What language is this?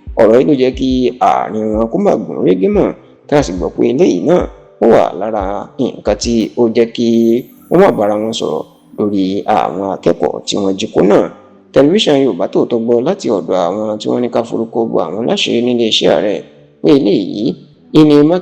Yoruba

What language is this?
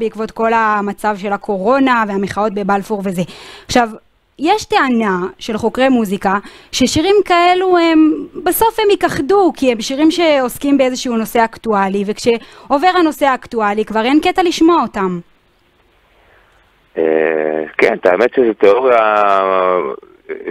Hebrew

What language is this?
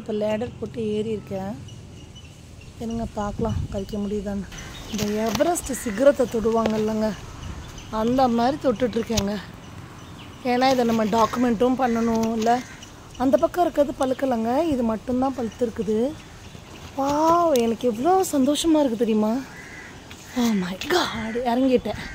Tamil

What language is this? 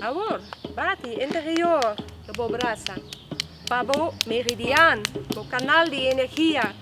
Papiamento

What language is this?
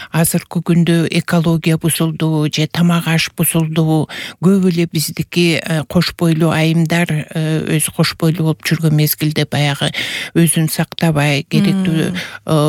Kyrgyz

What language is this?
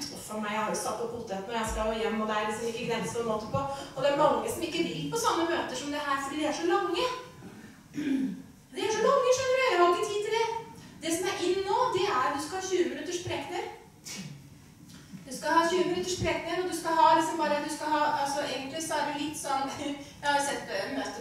Norwegian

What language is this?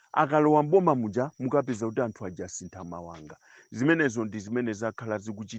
Nyanja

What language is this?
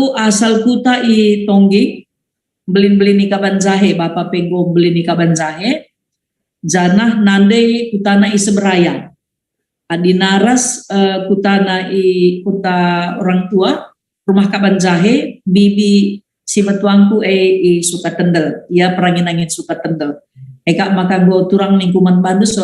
Batak Karo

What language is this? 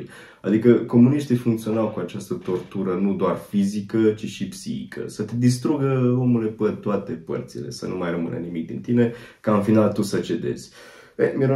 Romanian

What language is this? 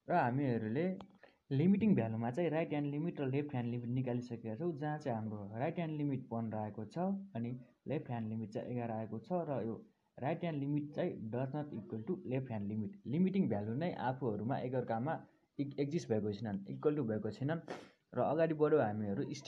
Nepali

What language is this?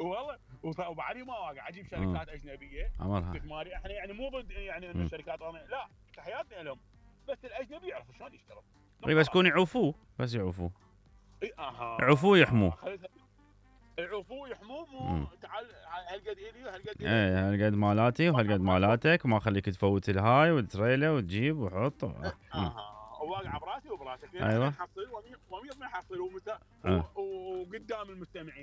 Mesopotamian Arabic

